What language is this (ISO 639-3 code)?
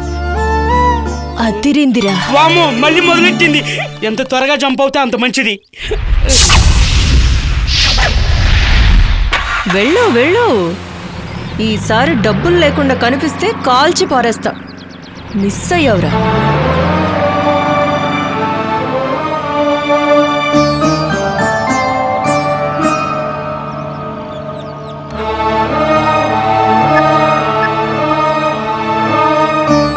tel